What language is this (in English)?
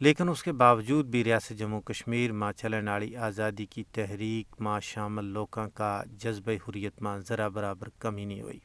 Gujari